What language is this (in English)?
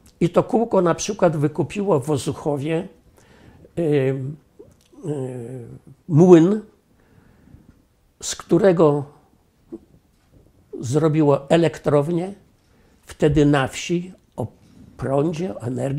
Polish